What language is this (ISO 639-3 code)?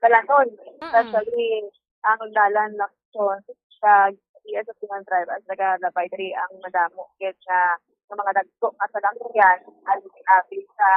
hil